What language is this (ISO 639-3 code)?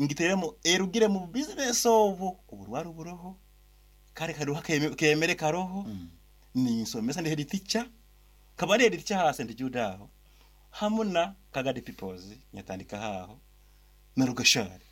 nyn